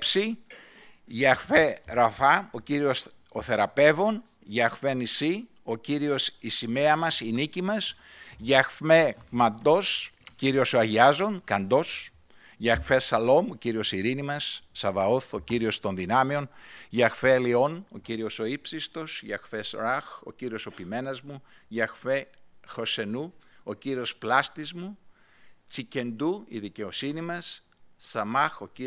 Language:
Greek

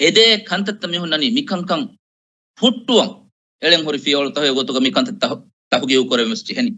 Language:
Divehi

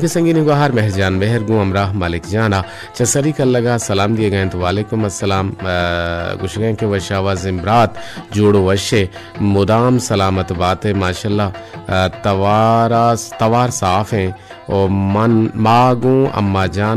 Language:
Baluchi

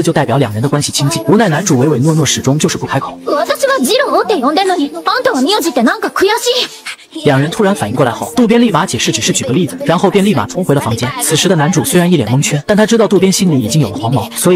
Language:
Chinese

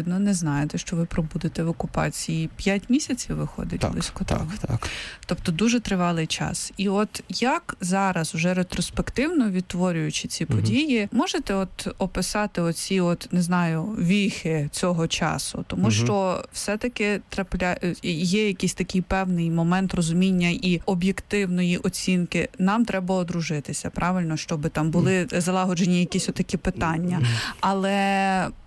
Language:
Ukrainian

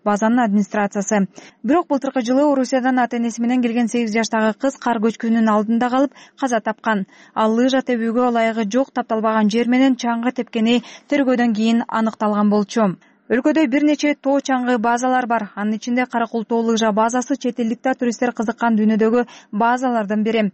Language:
Kyrgyz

